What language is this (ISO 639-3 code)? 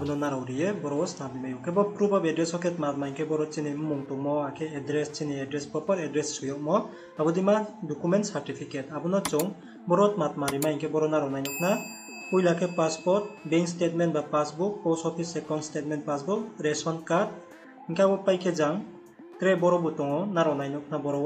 ria